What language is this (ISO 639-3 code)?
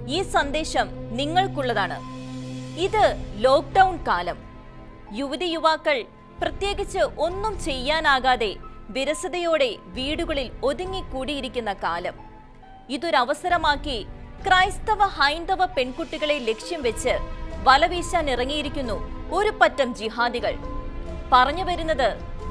mal